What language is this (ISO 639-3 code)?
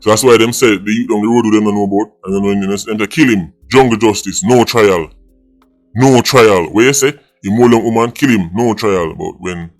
jam